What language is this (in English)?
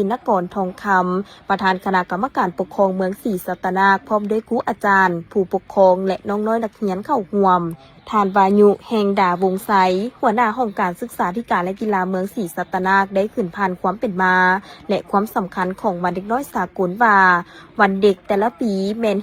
Lao